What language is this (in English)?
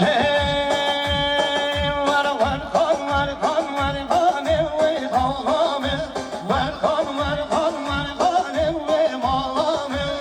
Kurdish